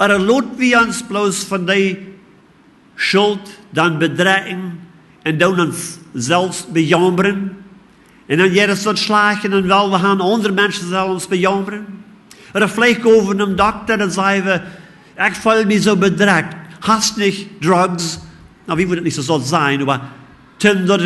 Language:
Plautdietsch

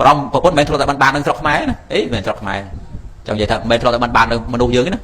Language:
Khmer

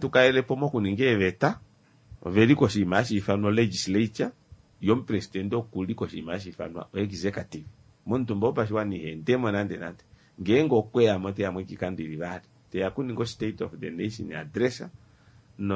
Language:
Kuanyama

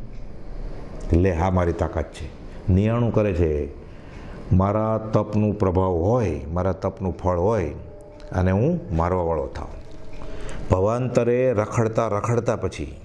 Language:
Gujarati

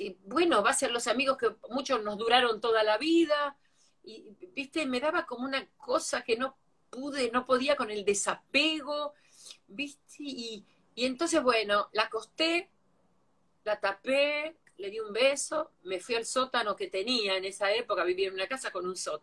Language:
Spanish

